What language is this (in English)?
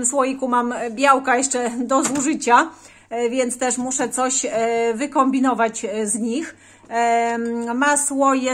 Polish